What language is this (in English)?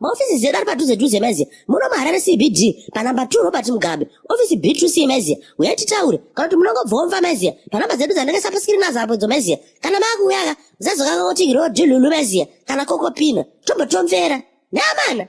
Shona